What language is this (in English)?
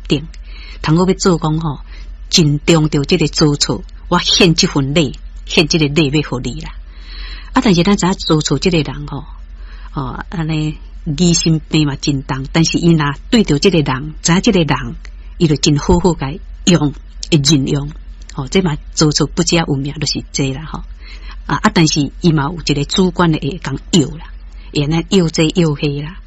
Min Nan Chinese